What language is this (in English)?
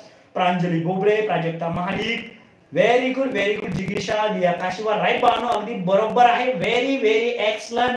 Marathi